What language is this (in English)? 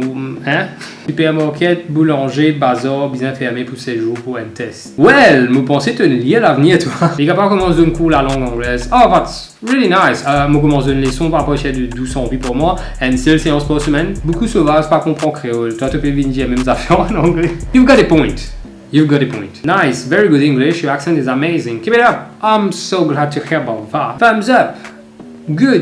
Morisyen